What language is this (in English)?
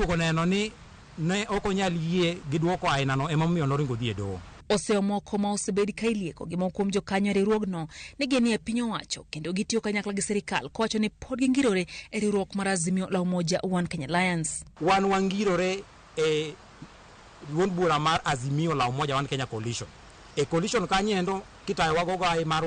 Luo (Kenya and Tanzania)